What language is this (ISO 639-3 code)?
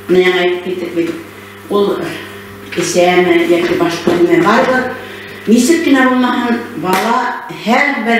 bak